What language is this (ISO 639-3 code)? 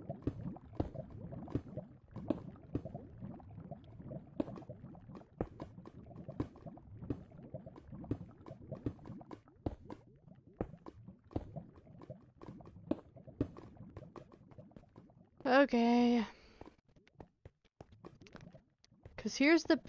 eng